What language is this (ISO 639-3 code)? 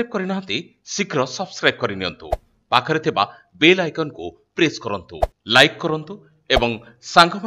ori